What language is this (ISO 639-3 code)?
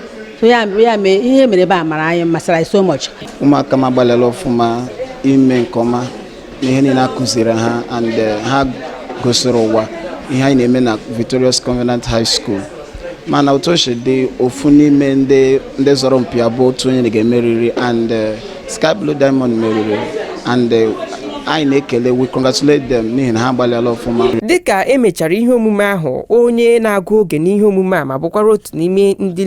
ibo